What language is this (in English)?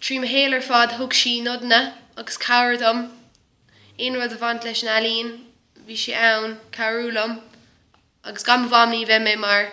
Irish